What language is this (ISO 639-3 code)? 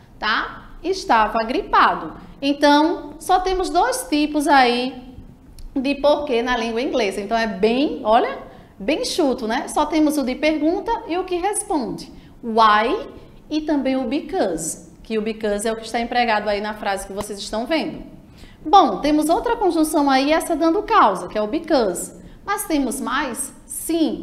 por